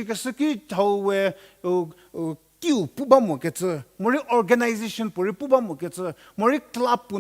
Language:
Angami Naga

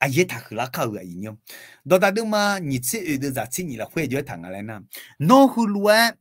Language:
Akha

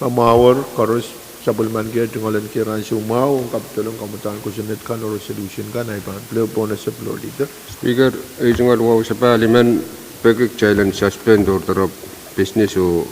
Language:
Pohnpeian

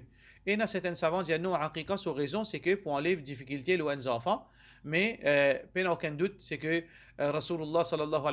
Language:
Morisyen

